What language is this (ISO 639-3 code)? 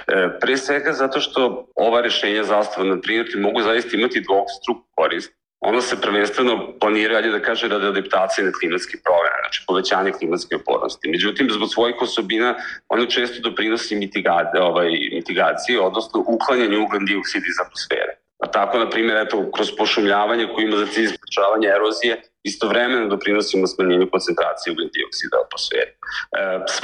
bos